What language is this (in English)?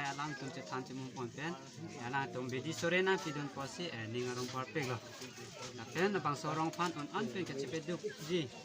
Karbi